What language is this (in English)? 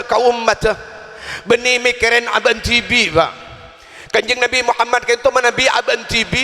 Madurese